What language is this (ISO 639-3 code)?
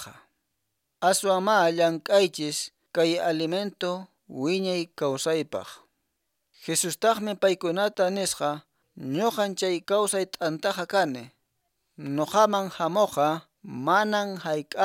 que